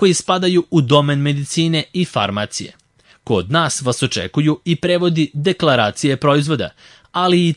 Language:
Serbian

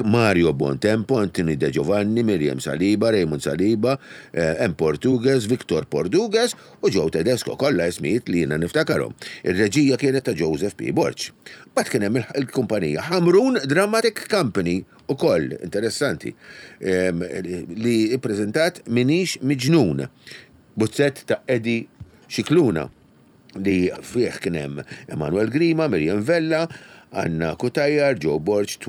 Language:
Maltese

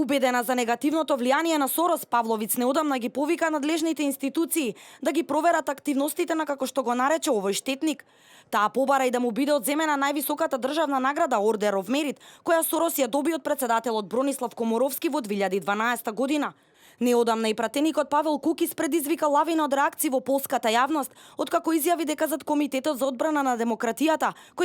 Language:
Macedonian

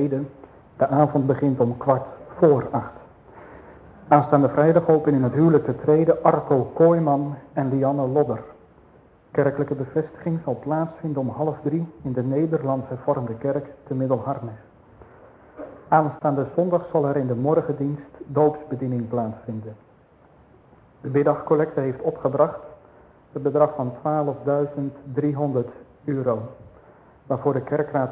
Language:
Dutch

